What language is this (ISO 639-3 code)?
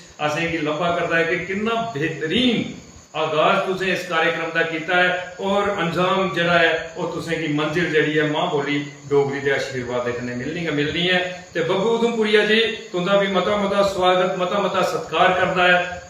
doi